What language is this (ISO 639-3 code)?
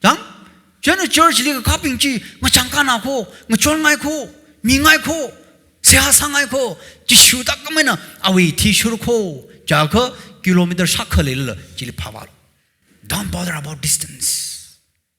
nmf